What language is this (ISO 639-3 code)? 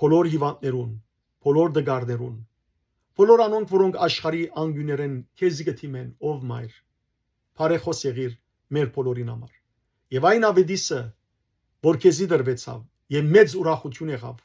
hyw